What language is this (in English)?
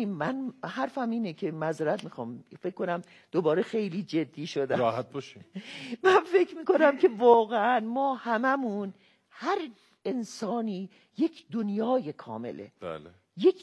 Persian